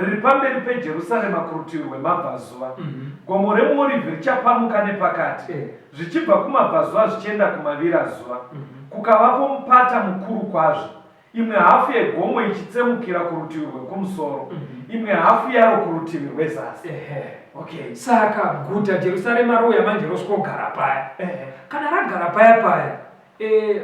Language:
Shona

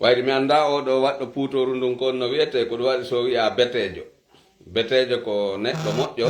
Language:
Fula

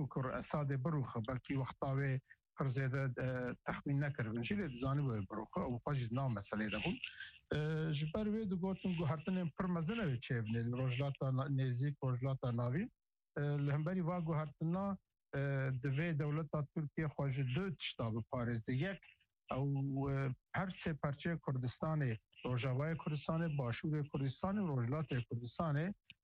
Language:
Kurdish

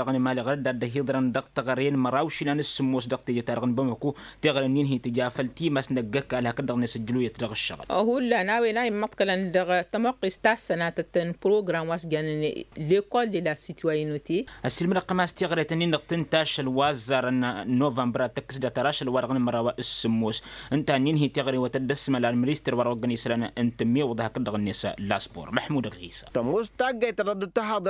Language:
Tamasheq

